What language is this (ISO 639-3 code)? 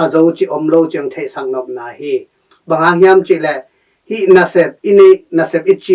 ctd